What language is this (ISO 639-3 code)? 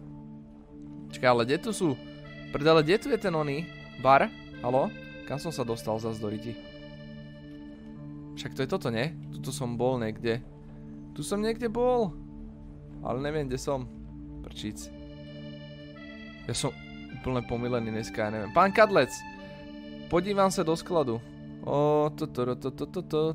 slk